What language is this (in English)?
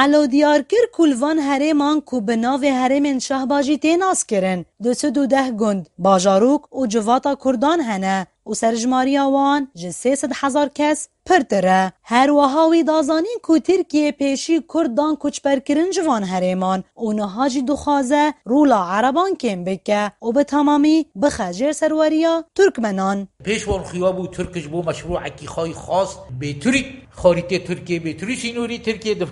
Kurdish